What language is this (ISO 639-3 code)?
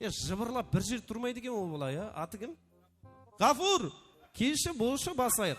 kaa